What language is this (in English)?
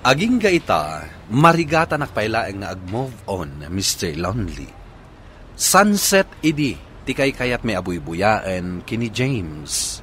Iloko